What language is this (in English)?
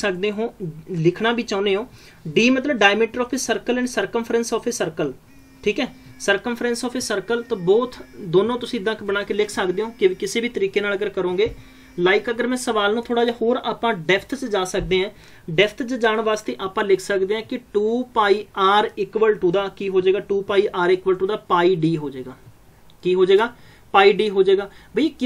Punjabi